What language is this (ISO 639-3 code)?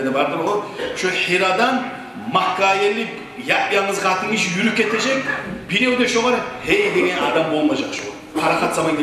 kum